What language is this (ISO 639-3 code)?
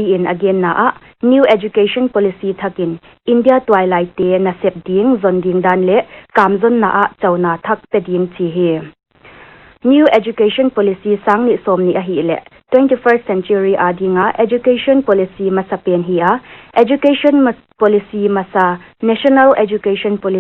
pck